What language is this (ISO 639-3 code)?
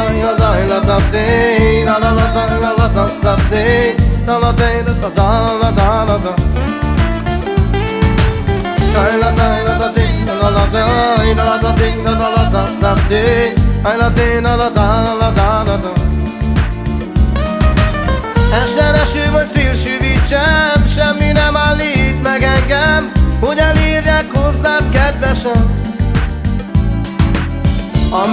hun